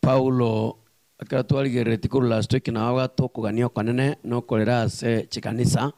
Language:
Gusii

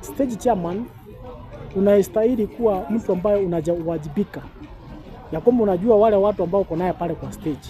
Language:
Swahili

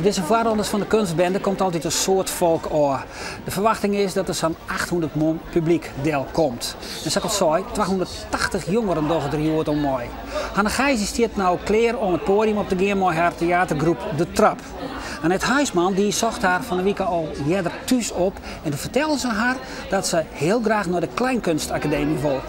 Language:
Western Frisian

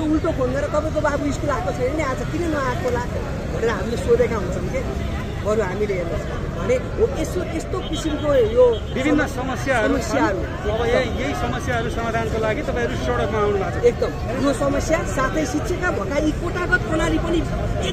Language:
Nepali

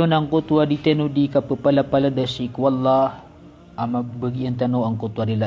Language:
Maranao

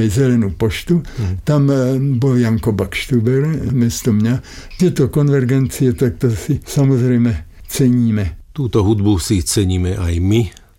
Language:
Slovak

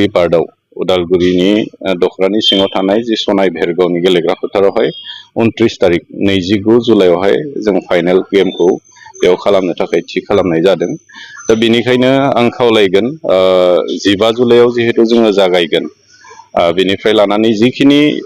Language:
Bodo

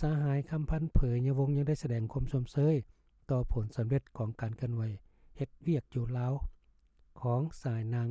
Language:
Lao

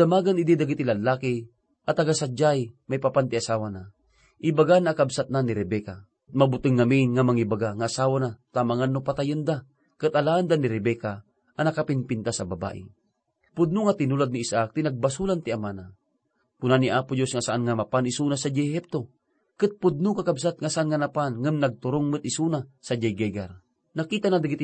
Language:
Iloko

